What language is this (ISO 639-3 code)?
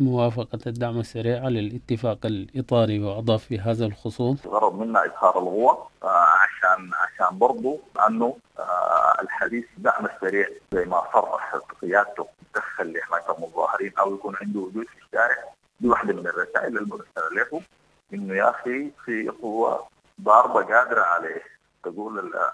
apd